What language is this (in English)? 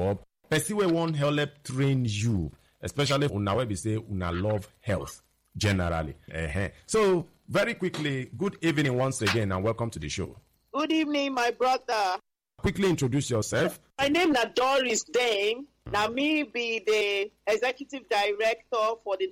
Nigerian Pidgin